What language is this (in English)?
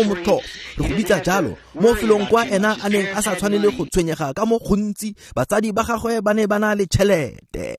Tswana